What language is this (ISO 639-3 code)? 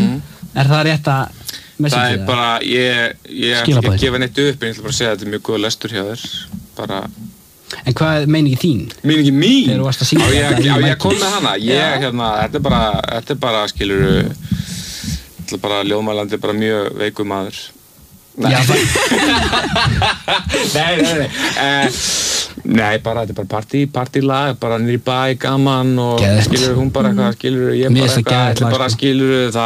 isl